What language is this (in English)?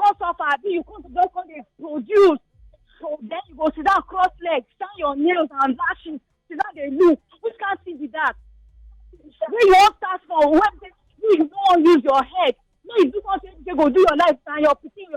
Nigerian Pidgin